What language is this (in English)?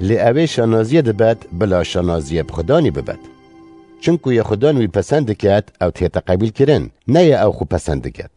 Kurdish